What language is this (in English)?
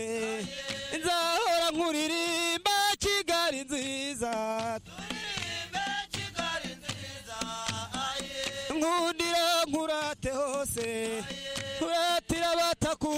Kinyarwanda